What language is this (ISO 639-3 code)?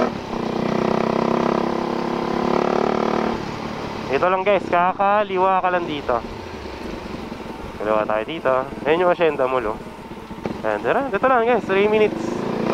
fil